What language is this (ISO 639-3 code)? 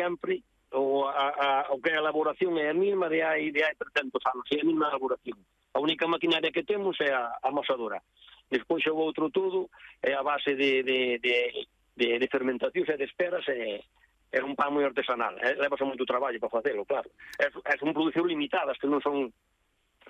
glg